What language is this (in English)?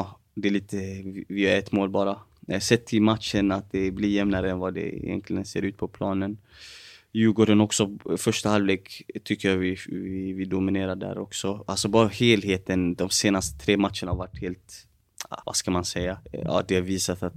Swedish